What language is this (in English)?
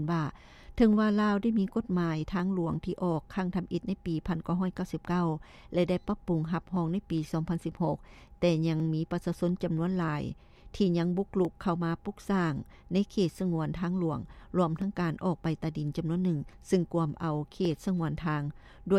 Lao